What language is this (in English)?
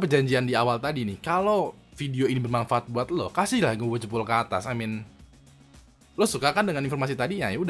Indonesian